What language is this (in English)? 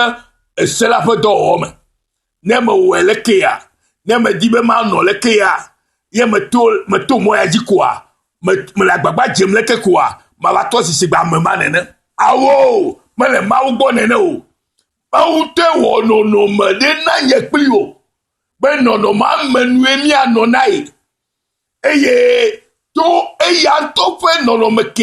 Ewe